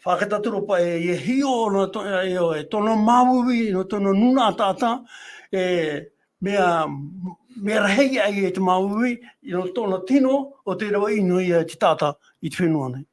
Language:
Tahitian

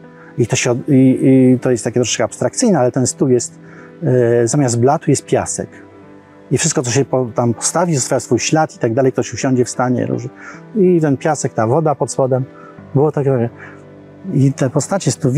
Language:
Polish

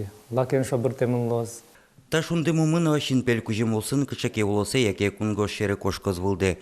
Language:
Udmurt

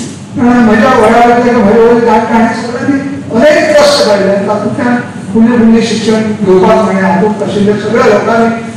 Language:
Konkani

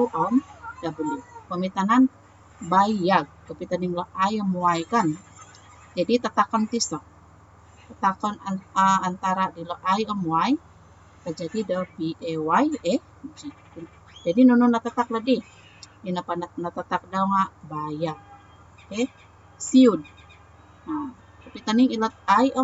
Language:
Central Dusun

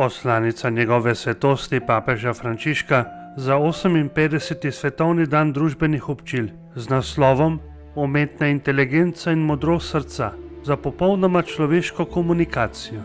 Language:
Slovenian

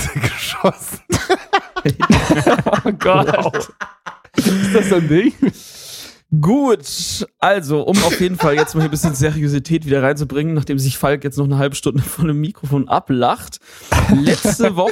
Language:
German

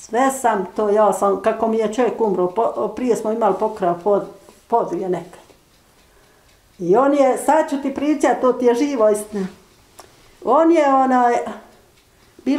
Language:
Bosnian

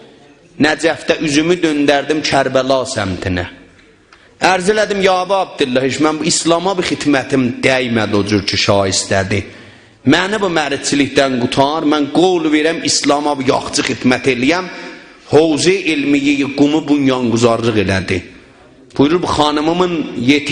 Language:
South Azerbaijani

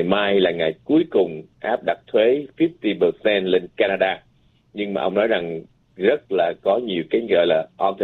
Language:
Vietnamese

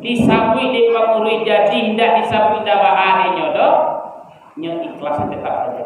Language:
Minangkabau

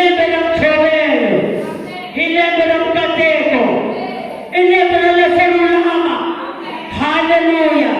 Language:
Tsonga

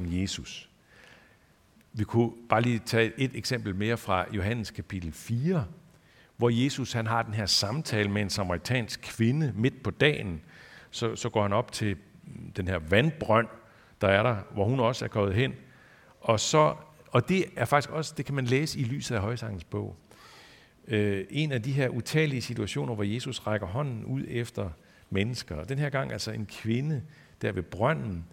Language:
Danish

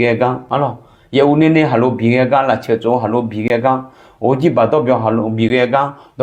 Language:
Akha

